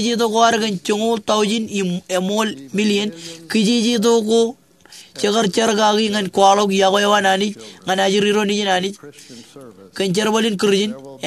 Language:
Marshallese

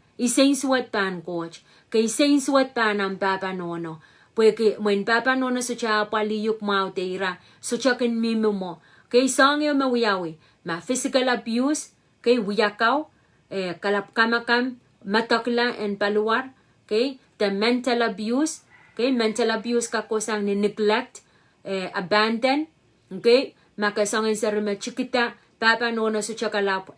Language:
Pohnpeian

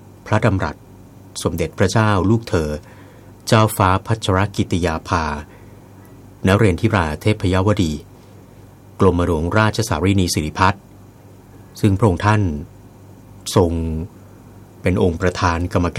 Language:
Thai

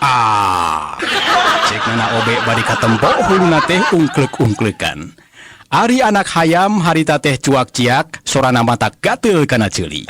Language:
Sundanese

